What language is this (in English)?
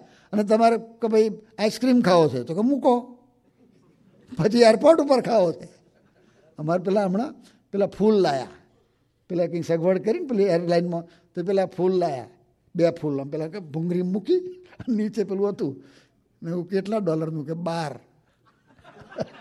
Gujarati